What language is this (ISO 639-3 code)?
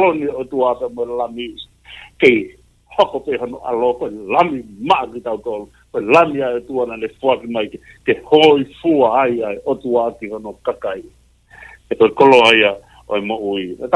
ton